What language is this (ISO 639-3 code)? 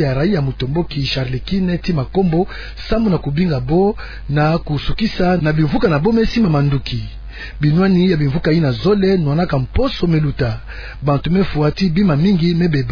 ktu